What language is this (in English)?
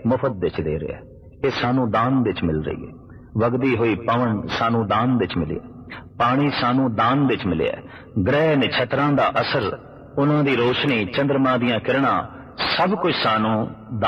Punjabi